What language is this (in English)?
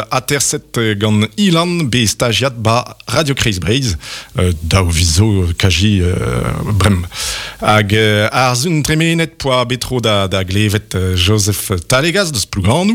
Breton